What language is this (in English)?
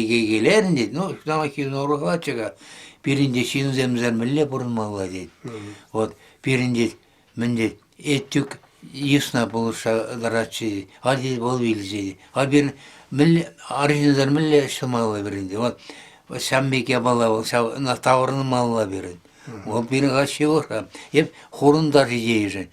Chuvash